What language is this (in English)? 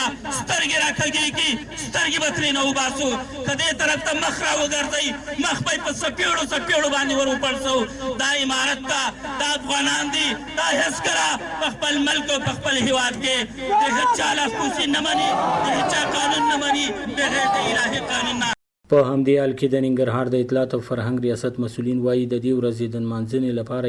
Pashto